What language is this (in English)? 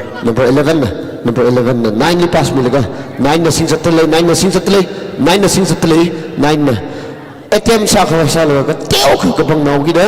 Tangkhul Naga (India)